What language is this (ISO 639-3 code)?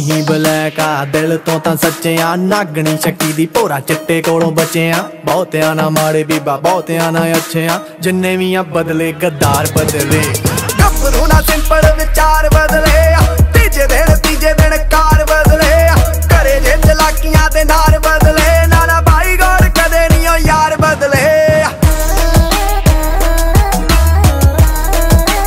pan